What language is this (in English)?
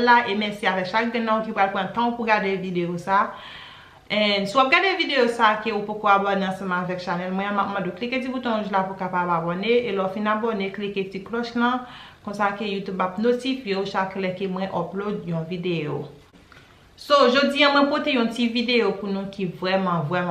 Haitian Creole